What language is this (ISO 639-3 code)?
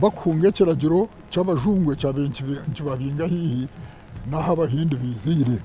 nyn